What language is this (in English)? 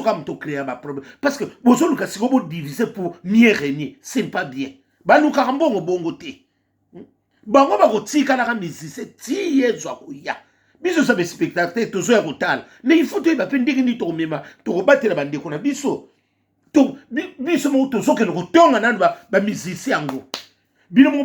Lingala